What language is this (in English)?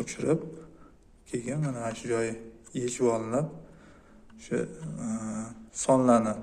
Uzbek